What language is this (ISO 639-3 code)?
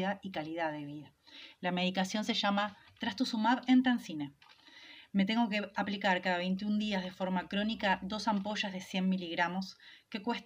spa